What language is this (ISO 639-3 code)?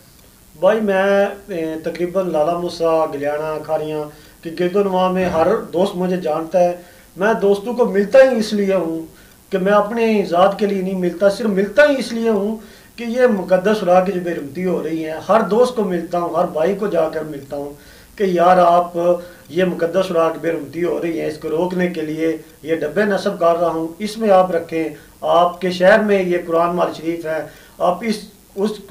urd